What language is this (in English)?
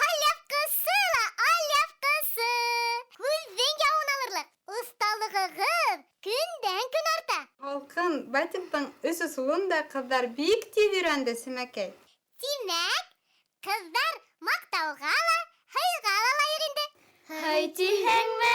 Bashkir